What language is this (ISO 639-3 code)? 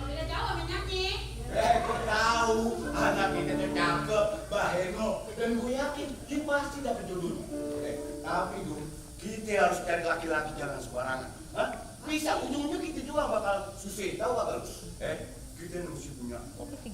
bew